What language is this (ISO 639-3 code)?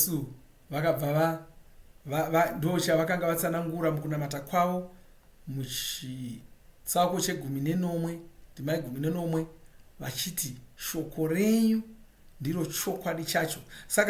sna